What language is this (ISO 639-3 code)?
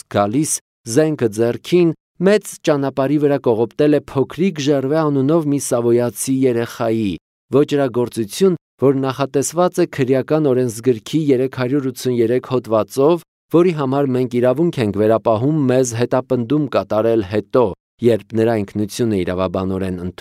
hye